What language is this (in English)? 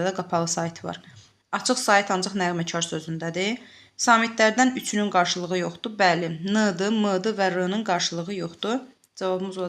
Azerbaijani